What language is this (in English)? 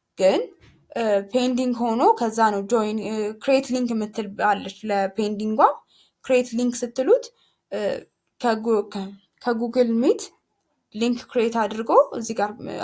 Amharic